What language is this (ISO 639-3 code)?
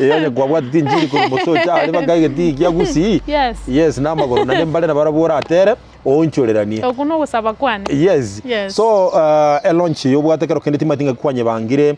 guz